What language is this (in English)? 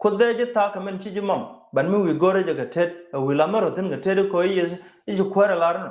Nuer